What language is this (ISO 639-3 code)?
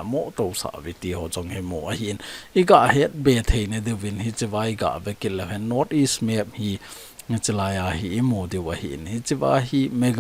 tcz